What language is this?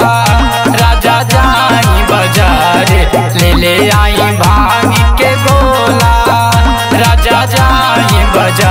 Bhojpuri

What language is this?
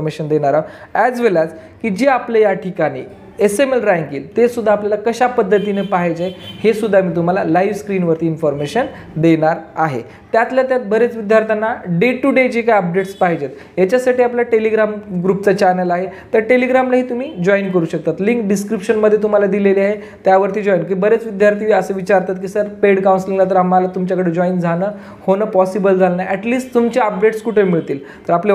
Marathi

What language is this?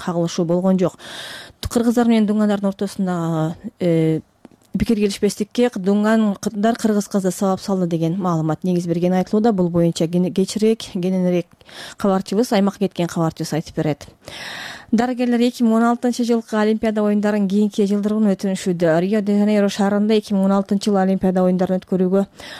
Kyrgyz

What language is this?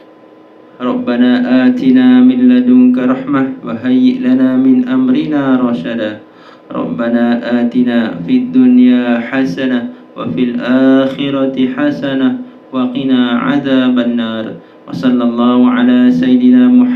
Malay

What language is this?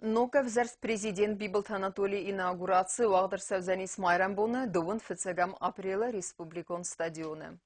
Ossetic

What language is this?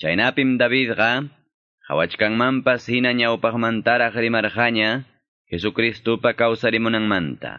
Quechua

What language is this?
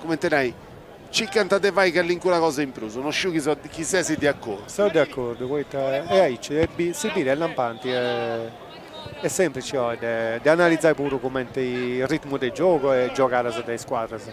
Sardinian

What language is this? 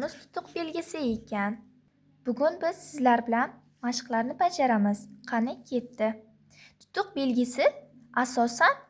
Uzbek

